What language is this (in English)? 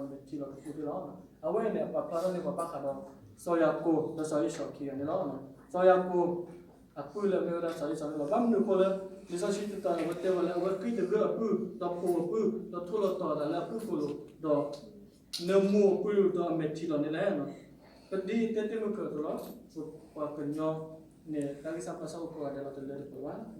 S'gaw Karen